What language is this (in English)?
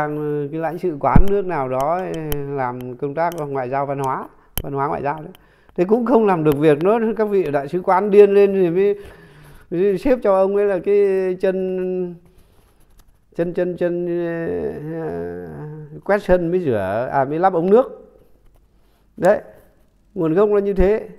Vietnamese